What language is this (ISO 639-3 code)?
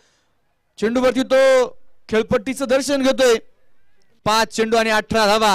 mar